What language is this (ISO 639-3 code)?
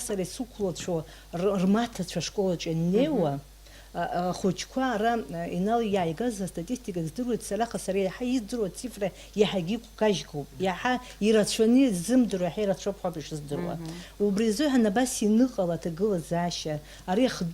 abk